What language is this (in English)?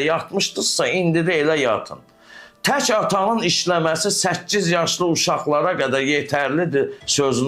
Azerbaijani